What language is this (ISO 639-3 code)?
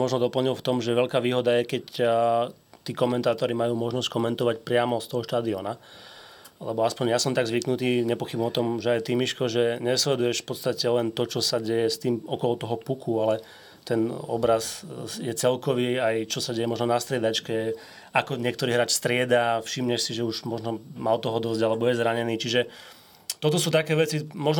slk